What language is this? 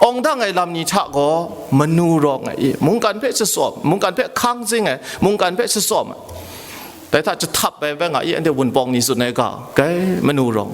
Kachin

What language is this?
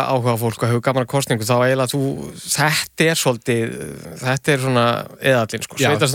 Icelandic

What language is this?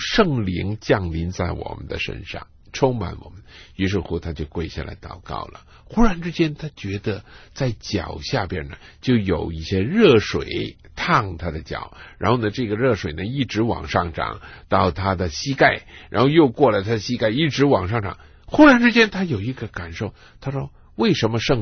Chinese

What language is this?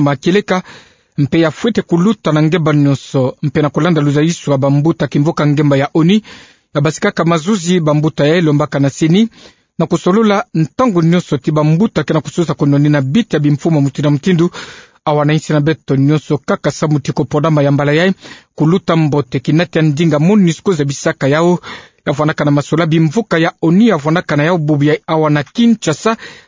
Kituba (Democratic Republic of Congo)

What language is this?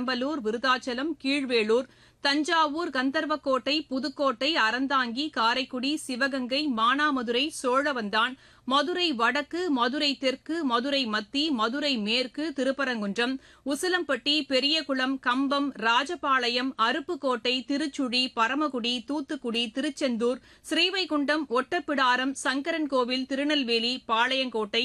Tamil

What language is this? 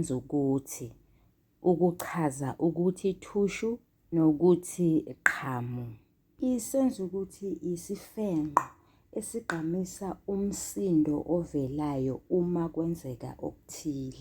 Zulu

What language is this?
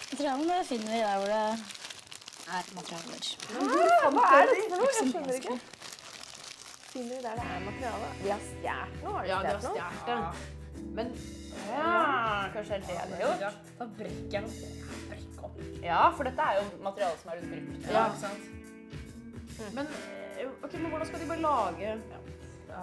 Norwegian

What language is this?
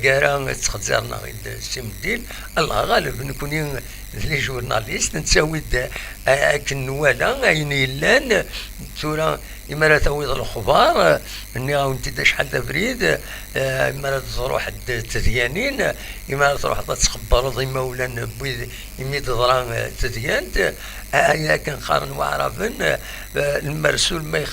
Kabyle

